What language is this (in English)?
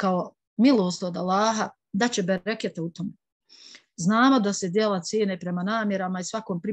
Bosnian